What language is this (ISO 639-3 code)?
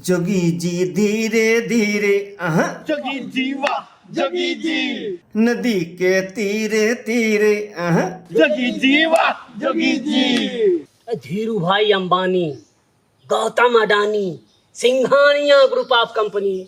awa